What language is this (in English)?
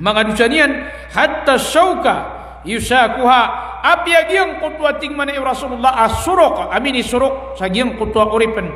Maranao